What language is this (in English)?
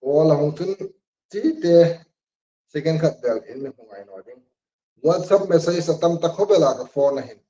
Hmar